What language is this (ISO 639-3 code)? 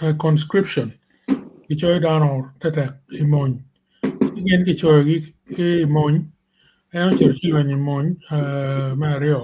ach